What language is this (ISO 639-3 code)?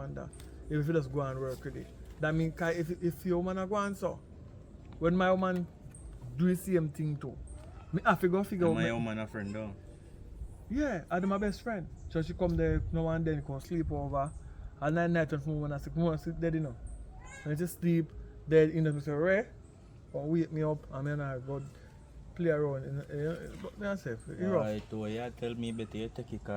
jam